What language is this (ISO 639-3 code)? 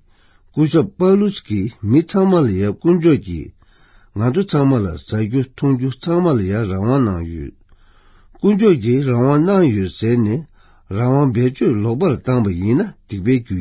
bod